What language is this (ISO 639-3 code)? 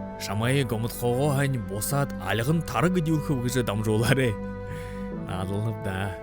bua